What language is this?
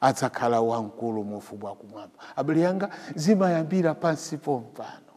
Nyanja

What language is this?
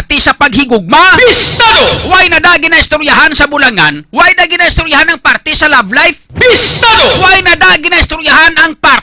Hiligaynon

